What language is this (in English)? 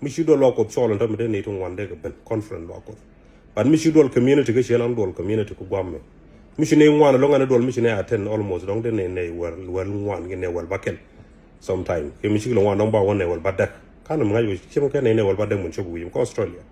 Nuer